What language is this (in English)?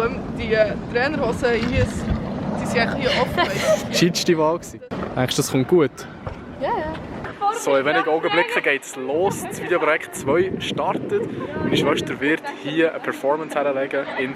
Swiss German